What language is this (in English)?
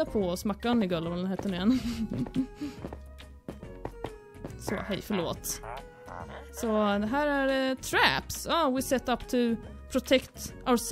Swedish